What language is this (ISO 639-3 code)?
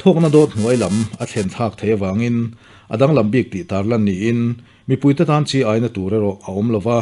lus